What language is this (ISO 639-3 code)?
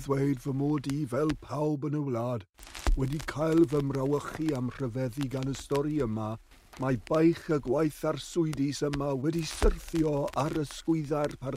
cym